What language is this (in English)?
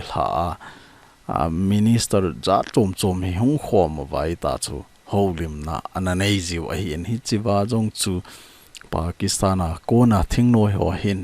Thado Chin